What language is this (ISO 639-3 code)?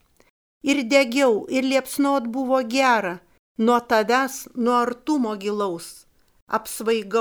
lit